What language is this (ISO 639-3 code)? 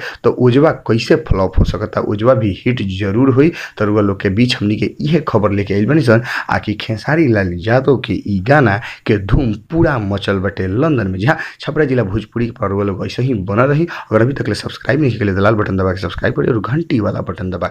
bho